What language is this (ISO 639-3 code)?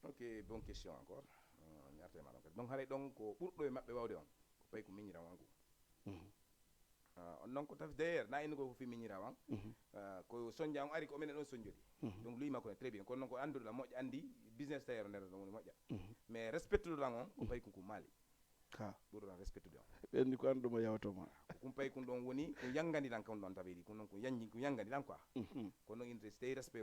ful